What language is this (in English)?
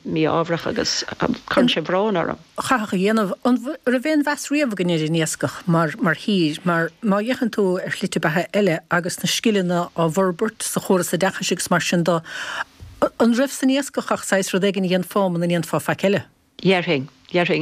Irish